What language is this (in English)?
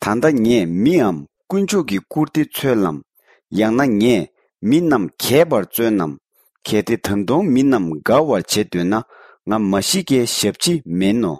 Tibetan